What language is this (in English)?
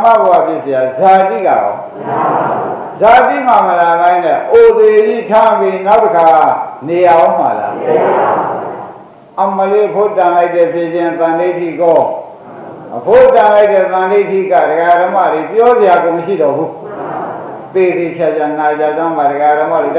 Burmese